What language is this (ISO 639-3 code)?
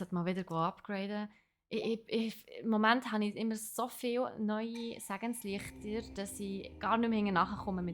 gsw